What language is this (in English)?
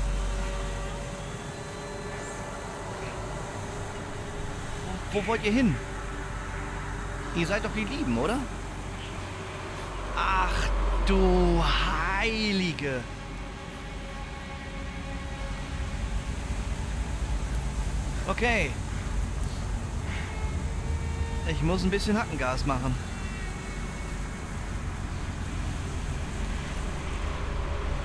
German